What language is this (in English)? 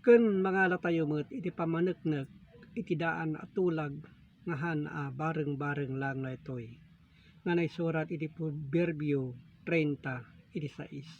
Iloko